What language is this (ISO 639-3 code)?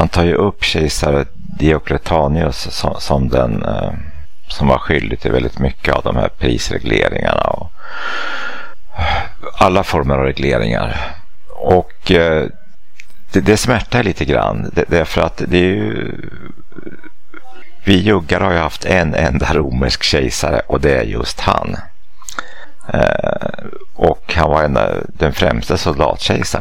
swe